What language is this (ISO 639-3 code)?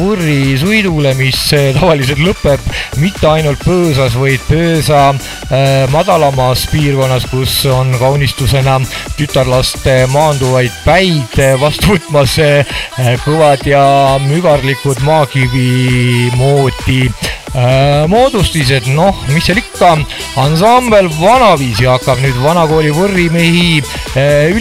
est